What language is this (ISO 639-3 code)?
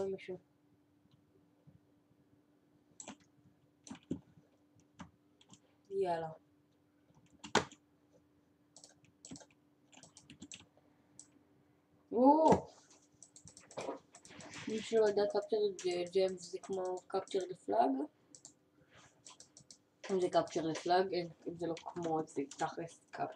heb